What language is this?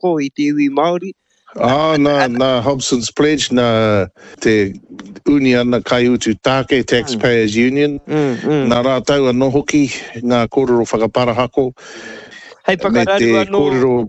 Māori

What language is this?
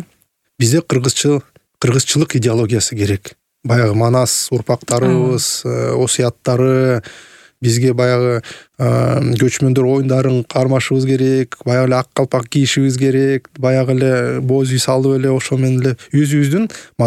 Kyrgyz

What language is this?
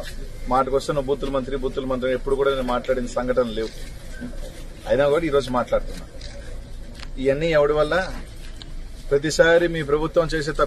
Telugu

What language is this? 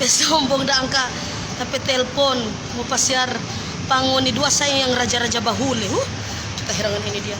Manado Malay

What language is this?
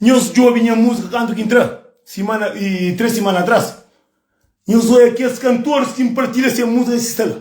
Kabuverdianu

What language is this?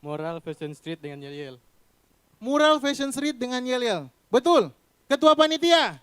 Manado Malay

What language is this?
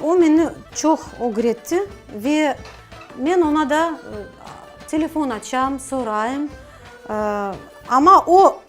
Crimean Tatar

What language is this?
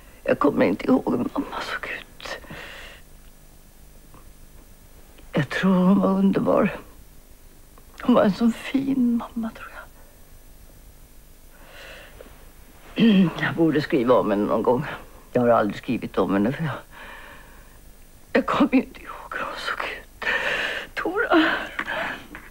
Swedish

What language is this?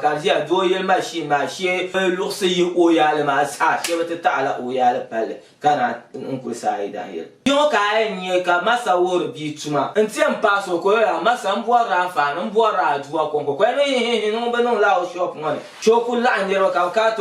Dagbani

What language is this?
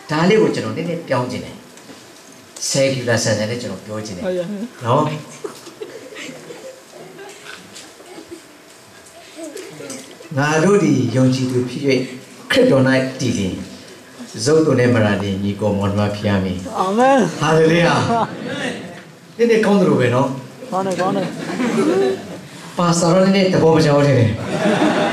Burmese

